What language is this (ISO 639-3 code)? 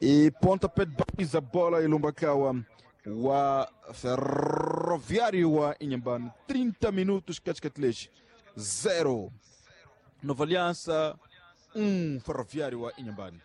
tso